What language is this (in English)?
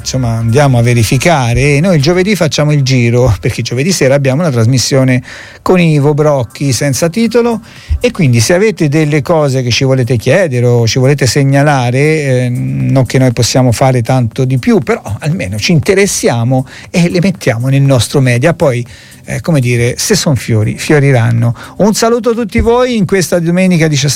Italian